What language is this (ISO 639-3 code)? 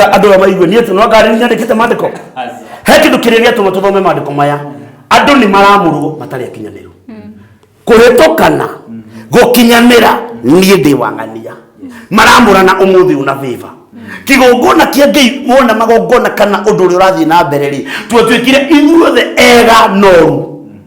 kik